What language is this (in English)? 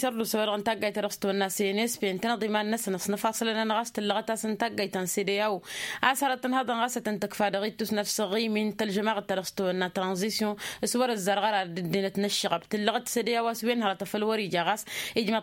Tamasheq